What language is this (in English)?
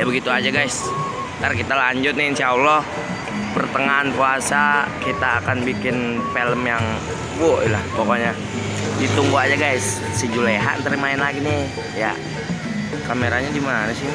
Betawi